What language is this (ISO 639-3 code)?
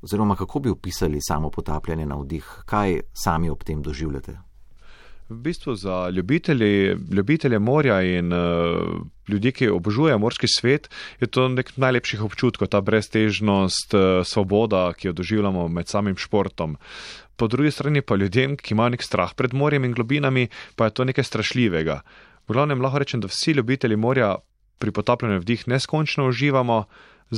slv